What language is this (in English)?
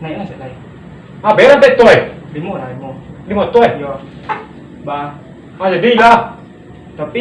Minangkabau